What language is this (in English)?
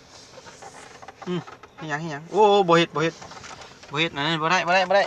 Lao